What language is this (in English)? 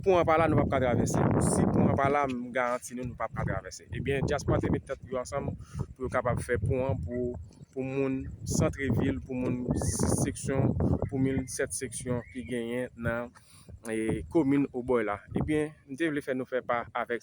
Haitian Creole